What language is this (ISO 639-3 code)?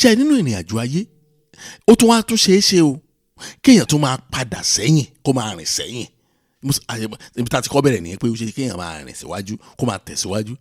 yor